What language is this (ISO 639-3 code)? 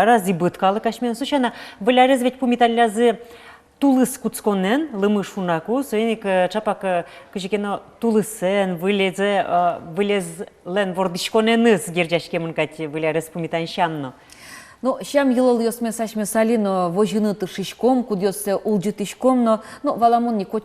udm